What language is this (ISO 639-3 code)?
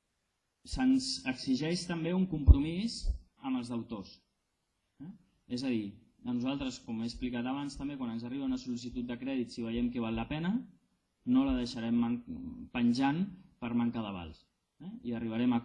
cat